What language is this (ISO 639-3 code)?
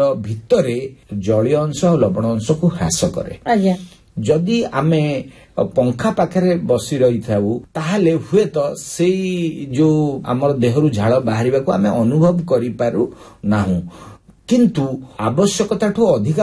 ori